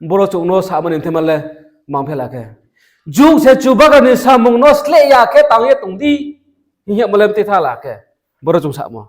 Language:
Riang (India)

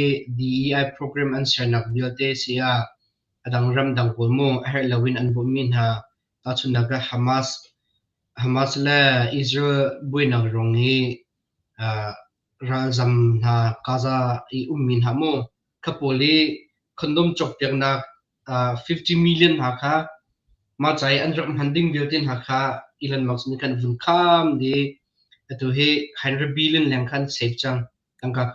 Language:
Hakha Chin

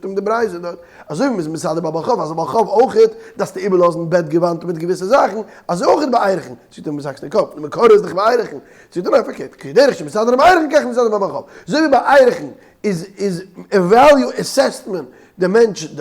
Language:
Yiddish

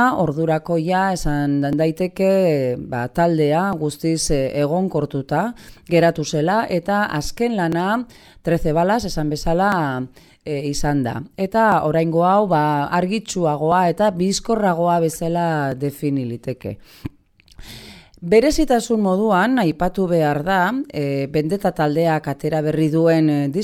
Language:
Basque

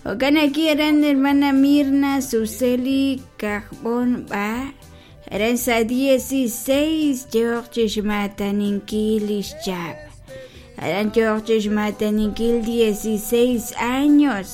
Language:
Kekchí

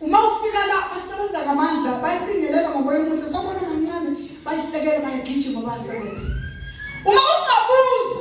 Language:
Zulu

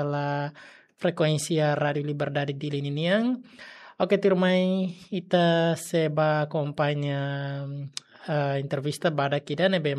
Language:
Tetum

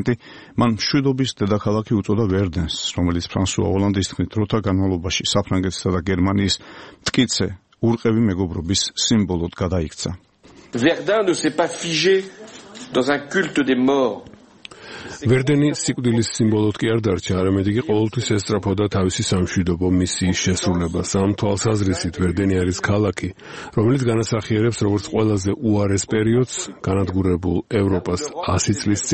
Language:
Georgian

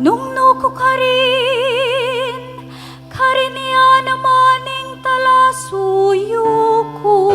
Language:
Pampanga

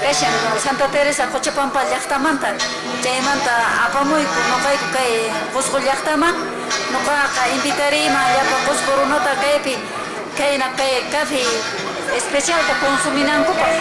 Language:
Quechua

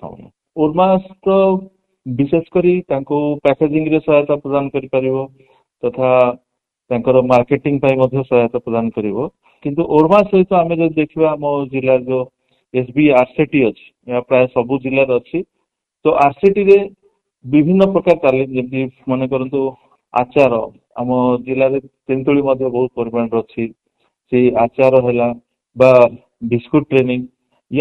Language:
Odia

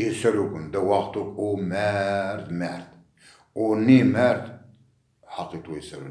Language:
Zaza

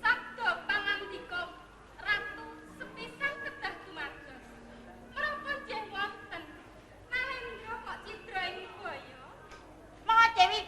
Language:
Javanese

